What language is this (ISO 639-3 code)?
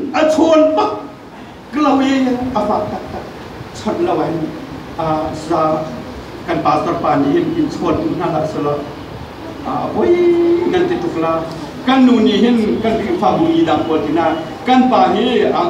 cnh